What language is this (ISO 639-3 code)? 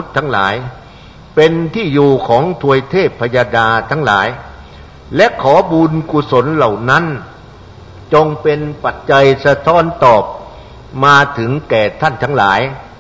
tha